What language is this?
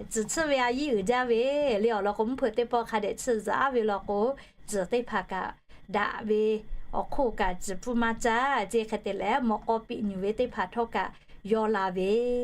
Lahu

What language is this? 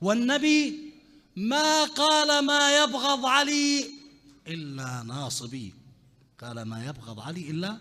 Mesopotamian Arabic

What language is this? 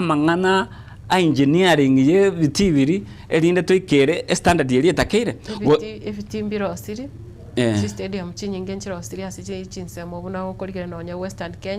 Gusii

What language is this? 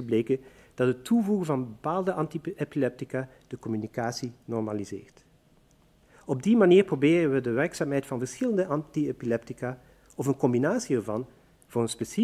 Dutch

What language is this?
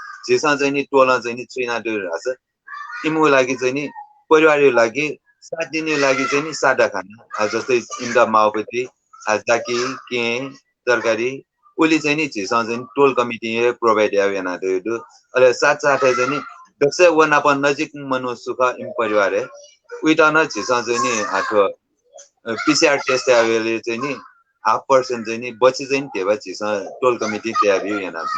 Newari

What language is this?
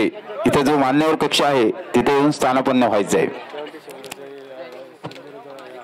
Marathi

